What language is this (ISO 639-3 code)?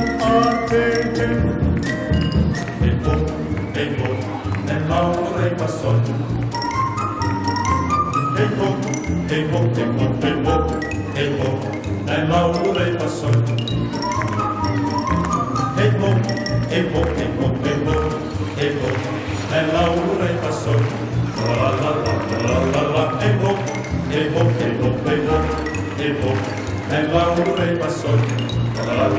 fin